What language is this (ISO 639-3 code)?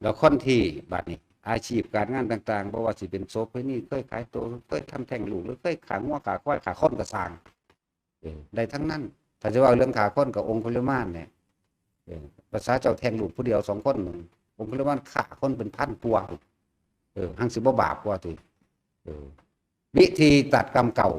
lao